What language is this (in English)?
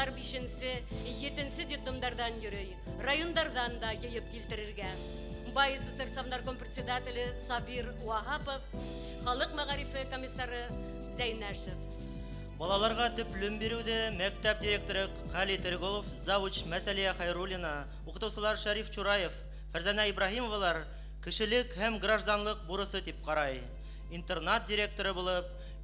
Bashkir